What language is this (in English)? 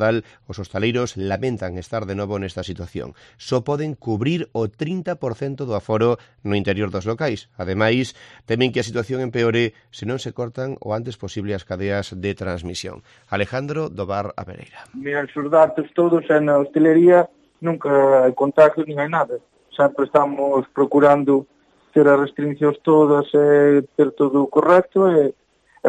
Galician